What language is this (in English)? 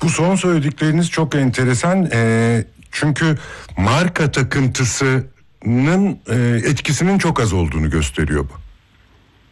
Turkish